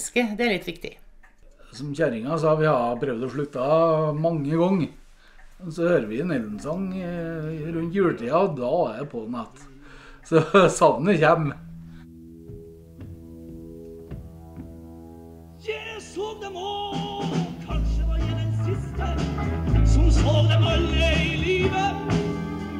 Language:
Norwegian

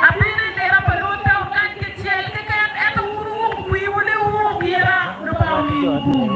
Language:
Acoli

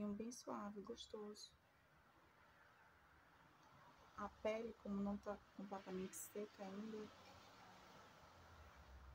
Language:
Portuguese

